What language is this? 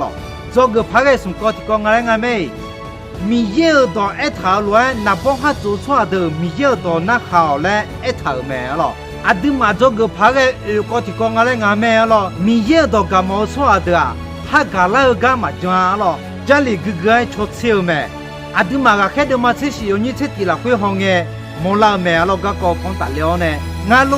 Akha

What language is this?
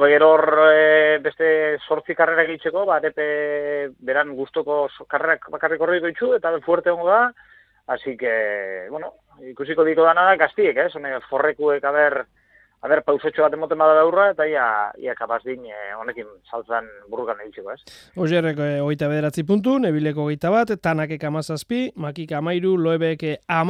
Basque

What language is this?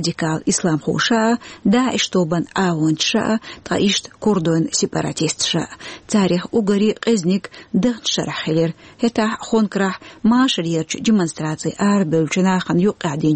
Chechen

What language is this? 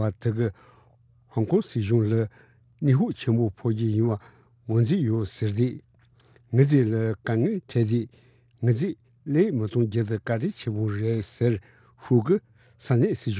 Tibetan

